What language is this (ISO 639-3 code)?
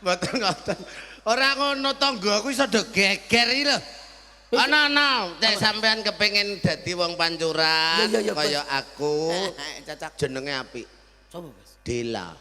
jav